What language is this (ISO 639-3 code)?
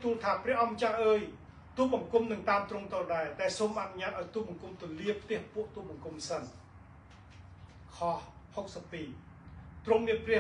khm